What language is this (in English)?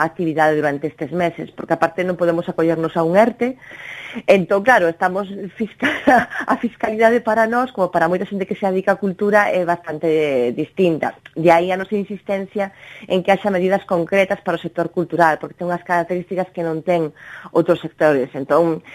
Galician